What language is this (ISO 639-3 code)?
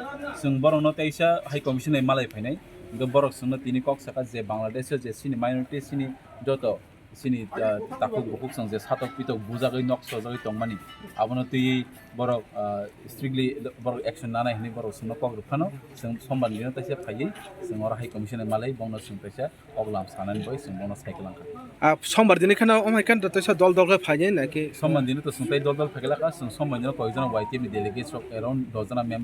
trp